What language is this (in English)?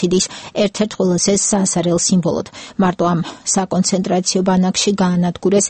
Georgian